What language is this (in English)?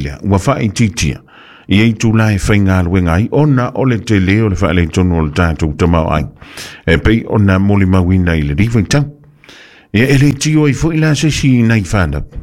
Samoan